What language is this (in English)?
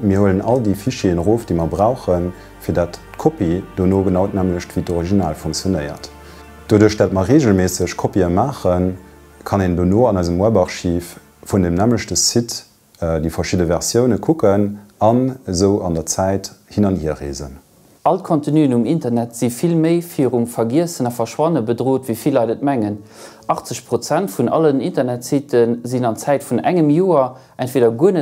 Luxembourgish